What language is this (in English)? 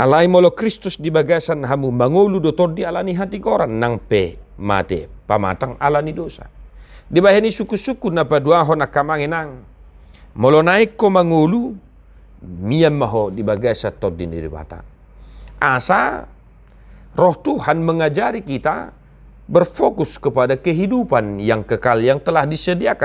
Batak Toba